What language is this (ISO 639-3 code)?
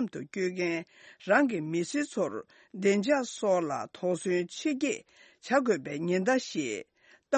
bod